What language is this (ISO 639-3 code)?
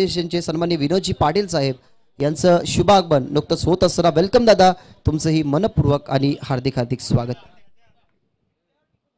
mar